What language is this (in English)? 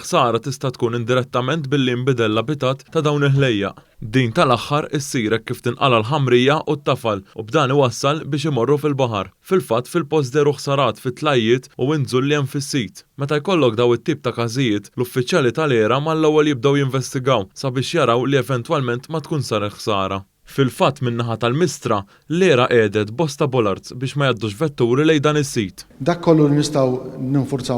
Maltese